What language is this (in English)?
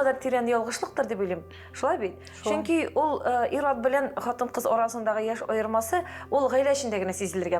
Tatar